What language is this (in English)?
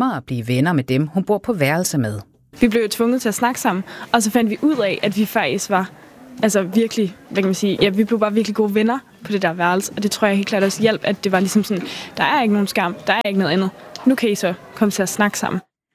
Danish